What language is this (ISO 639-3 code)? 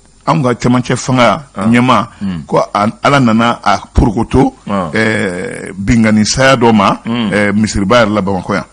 bam